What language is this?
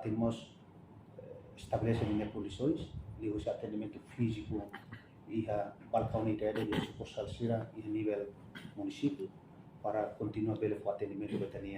Tetum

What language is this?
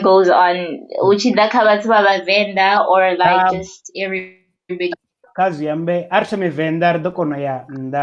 Venda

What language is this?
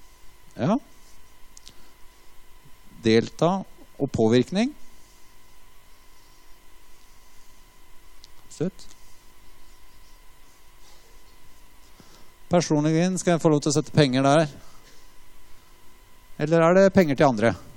Norwegian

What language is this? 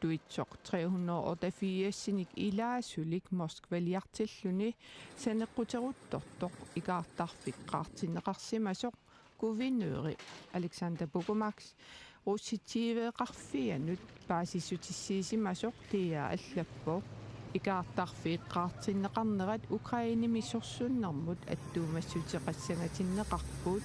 Kalaallisut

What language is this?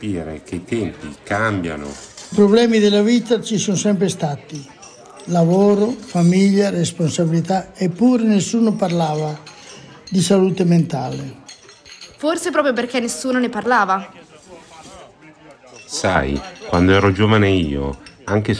Italian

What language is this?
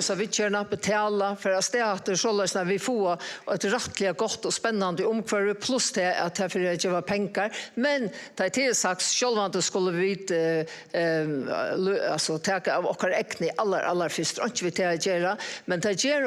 Faroese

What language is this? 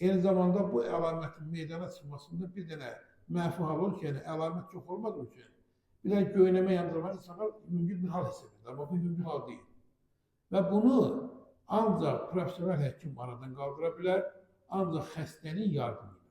Azerbaijani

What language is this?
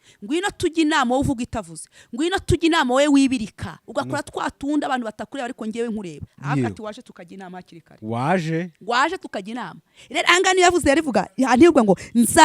Kinyarwanda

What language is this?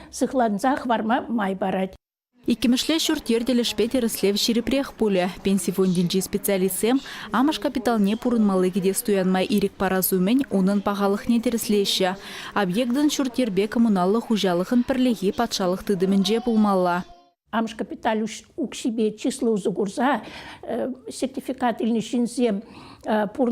Chuvash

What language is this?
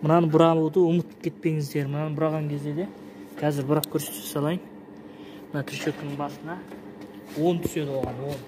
Kazakh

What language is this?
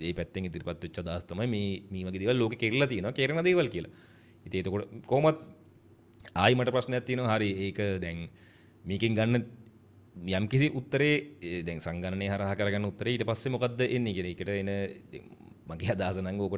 Sinhala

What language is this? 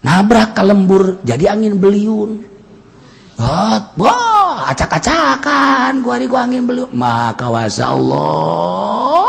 Sundanese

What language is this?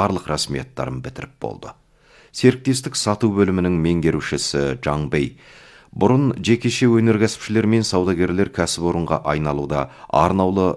Kazakh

